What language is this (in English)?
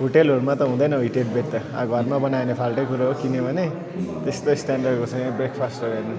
Nepali